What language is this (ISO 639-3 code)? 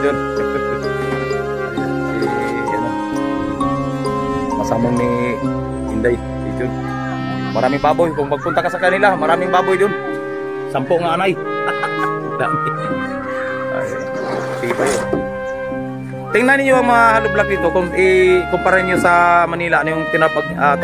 fil